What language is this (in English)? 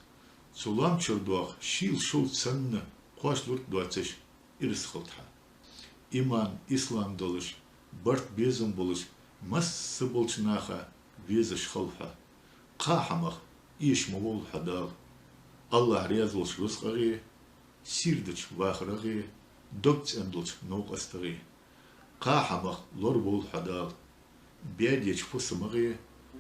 Ingush